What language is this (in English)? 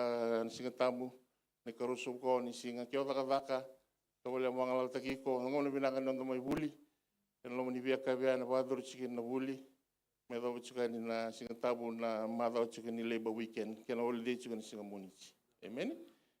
Fijian